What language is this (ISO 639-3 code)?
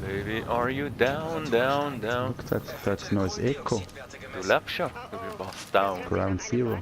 gsw